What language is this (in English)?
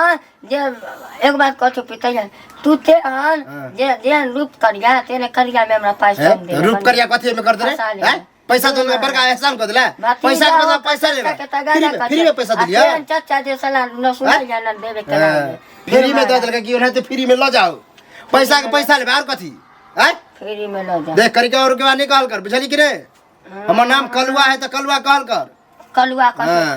Maithili